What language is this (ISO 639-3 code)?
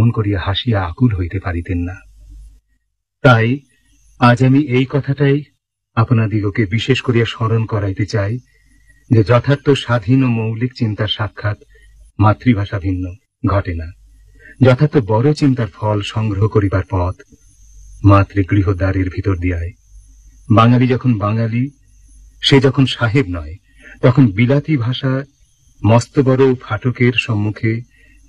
ben